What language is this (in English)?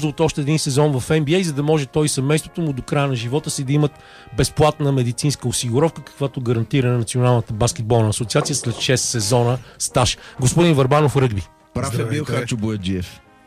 Bulgarian